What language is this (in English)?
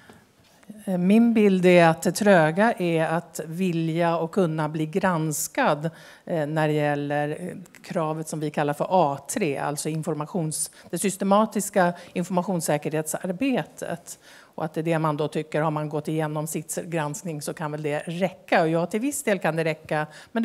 Swedish